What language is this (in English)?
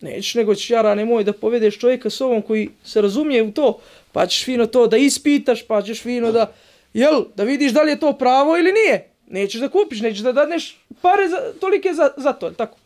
Bosnian